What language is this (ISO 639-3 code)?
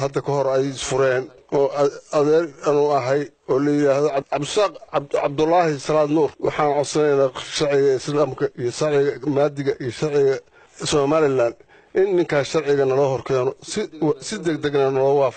som